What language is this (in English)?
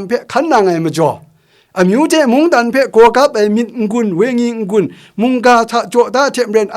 Kachin